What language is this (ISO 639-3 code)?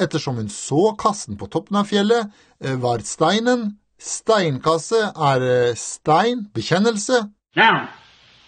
nor